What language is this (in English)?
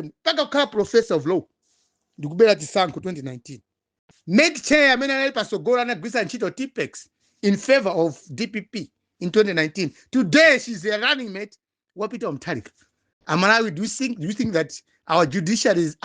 Nyanja